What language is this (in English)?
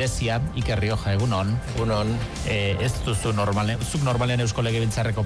Basque